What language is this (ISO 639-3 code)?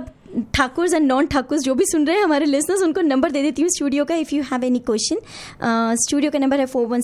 hin